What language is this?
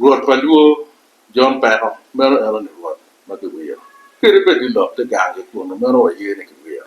Acoli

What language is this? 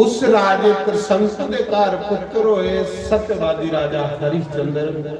Dogri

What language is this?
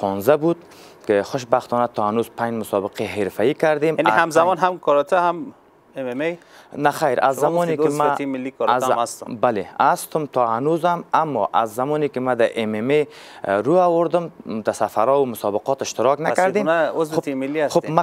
Persian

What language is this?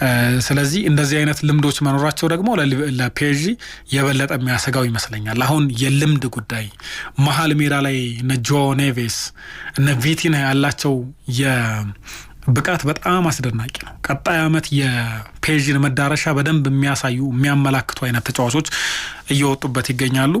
Amharic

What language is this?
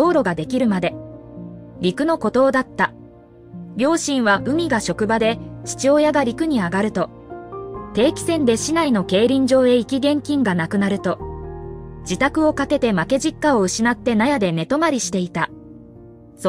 Japanese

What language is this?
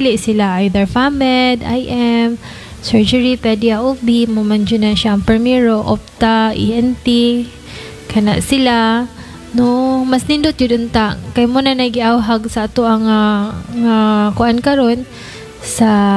Cebuano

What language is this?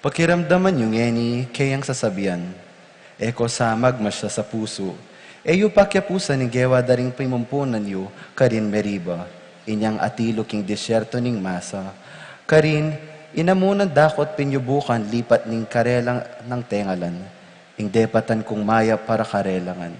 Pampanga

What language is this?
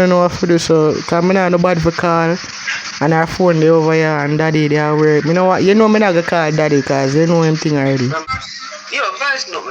Jamaican Creole English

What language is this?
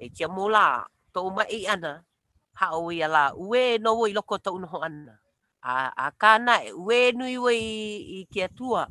Hawaiian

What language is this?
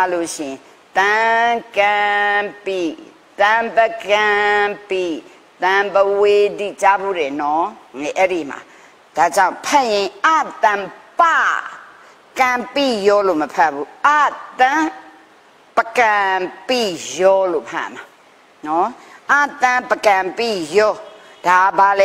Burmese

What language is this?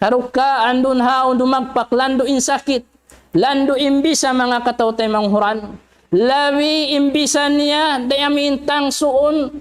Tausug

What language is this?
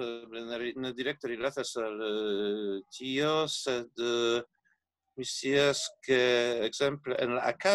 Esperanto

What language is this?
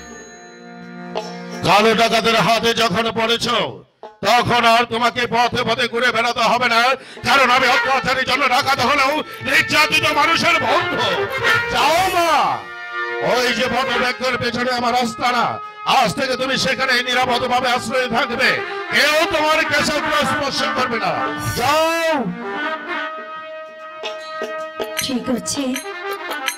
Bangla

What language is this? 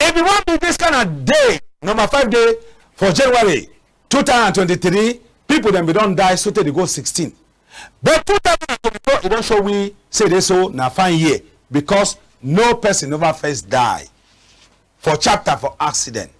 Cameroon Pidgin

